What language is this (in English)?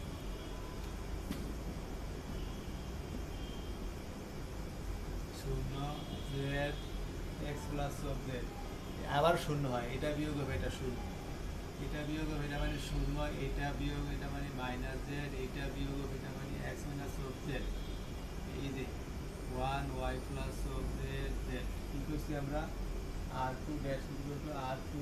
Bangla